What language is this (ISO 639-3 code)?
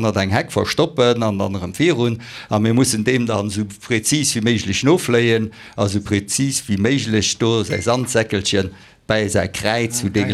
ltz